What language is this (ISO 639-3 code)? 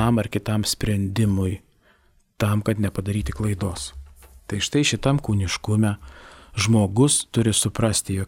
lit